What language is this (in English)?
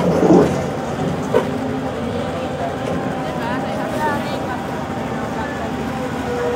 Finnish